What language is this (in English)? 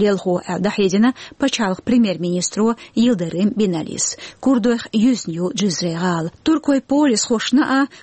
Chechen